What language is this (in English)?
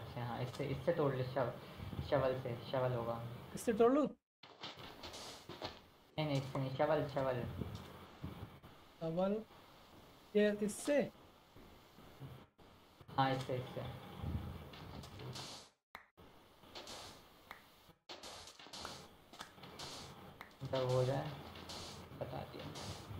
Hindi